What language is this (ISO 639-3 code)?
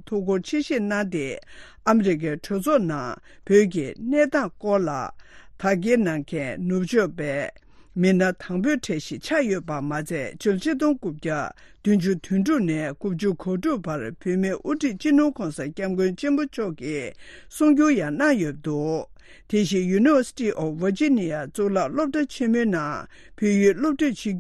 bod